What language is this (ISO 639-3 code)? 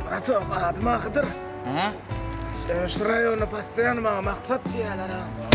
tuk